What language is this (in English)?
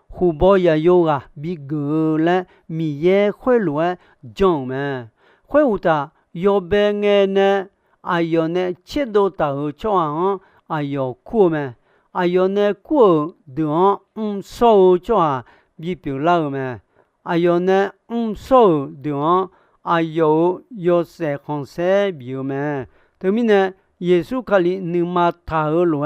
Akha